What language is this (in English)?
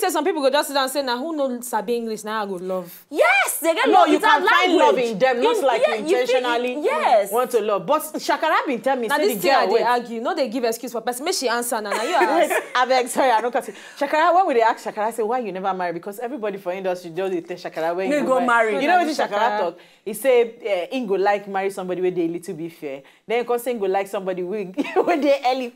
Nigerian Pidgin